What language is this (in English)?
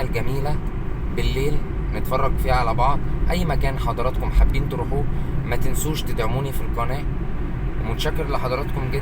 Egyptian Arabic